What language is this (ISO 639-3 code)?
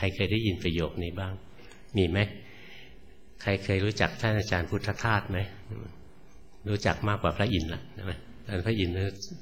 tha